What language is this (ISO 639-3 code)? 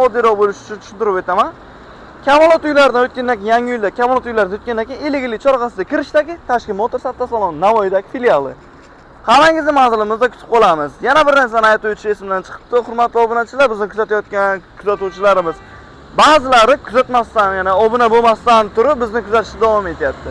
uzb